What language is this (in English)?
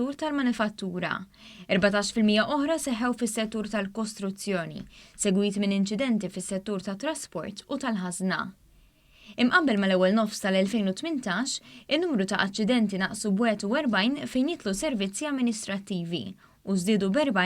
Maltese